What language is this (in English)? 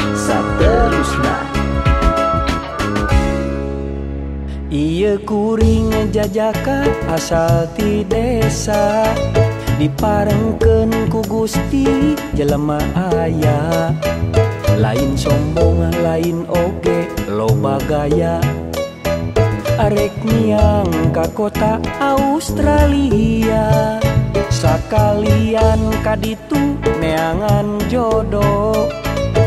Sundanese